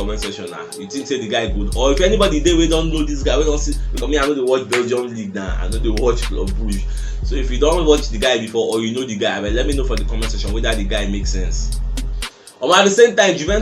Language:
Nigerian Pidgin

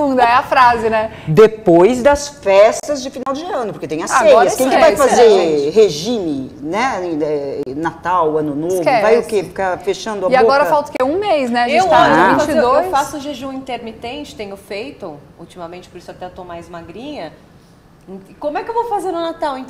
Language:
Portuguese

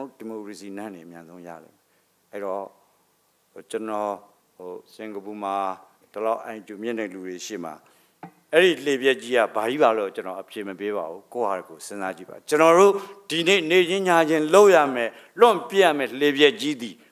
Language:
Burmese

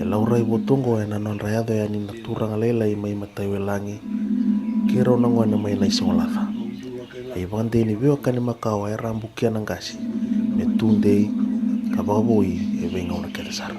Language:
Fijian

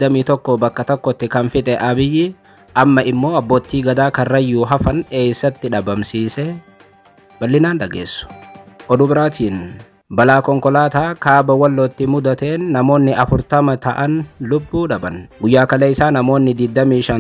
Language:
Oromo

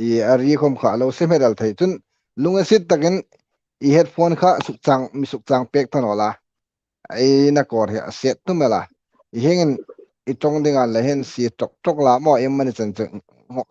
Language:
Hmar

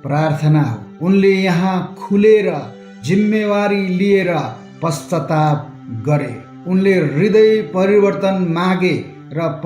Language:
Nepali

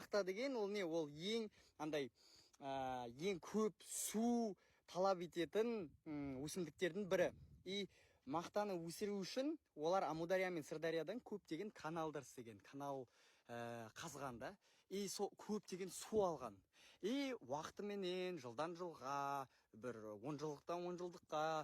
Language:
Kazakh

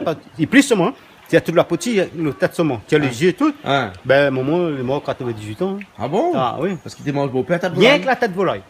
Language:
Réunion Creole French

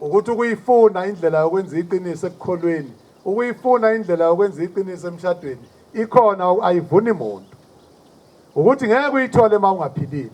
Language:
Zulu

